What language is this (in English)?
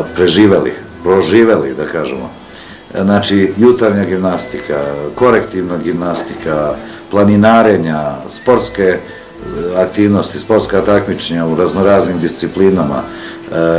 Serbian